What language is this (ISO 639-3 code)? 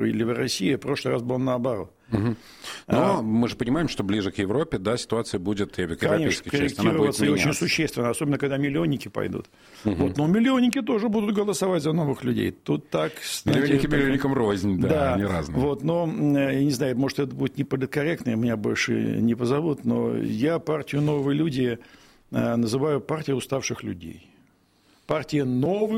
rus